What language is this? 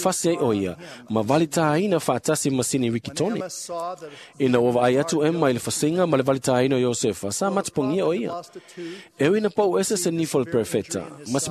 Samoan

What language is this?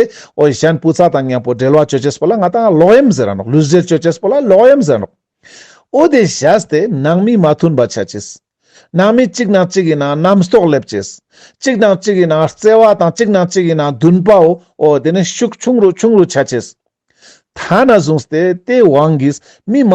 Ladakhi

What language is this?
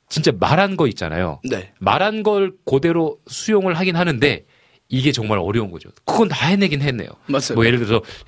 Korean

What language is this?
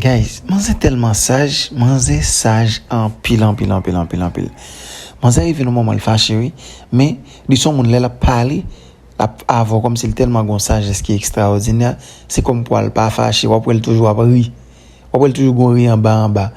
Haitian Creole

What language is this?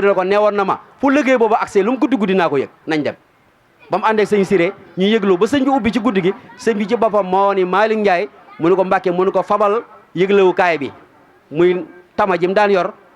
Wolof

